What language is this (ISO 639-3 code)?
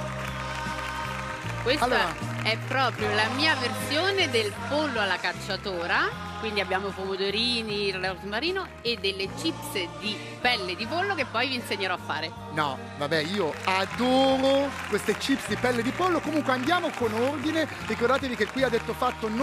ita